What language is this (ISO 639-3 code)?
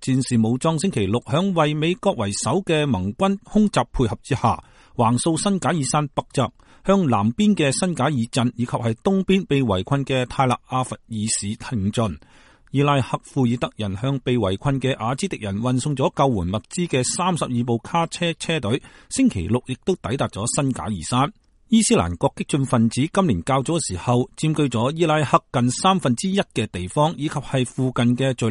yue